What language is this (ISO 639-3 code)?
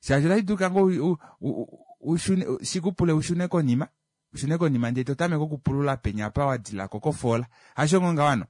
kua